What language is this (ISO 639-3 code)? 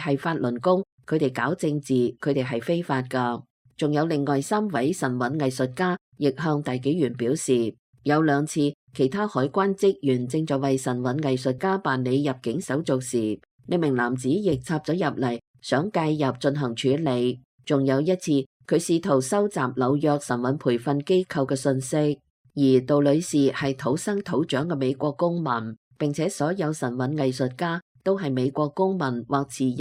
yue